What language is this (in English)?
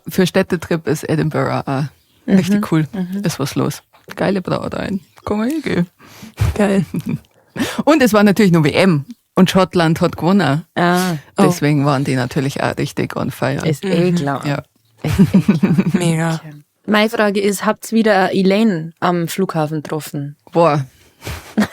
Bavarian